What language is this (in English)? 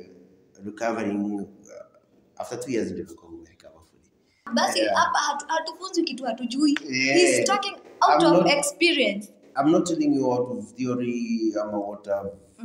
Swahili